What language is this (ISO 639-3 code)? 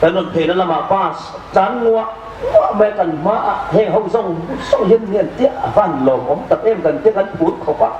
hmr